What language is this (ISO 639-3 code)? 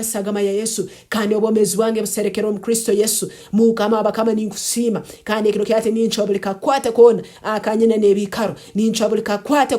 nyn